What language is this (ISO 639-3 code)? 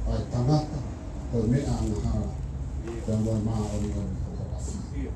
ton